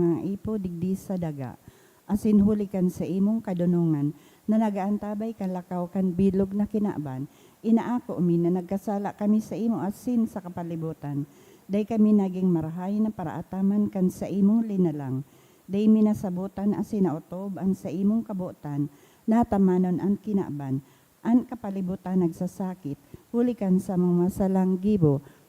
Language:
Bikol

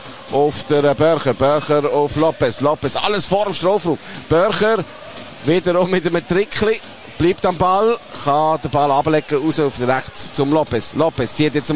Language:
German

